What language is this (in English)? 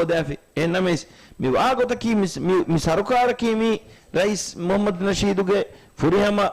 Divehi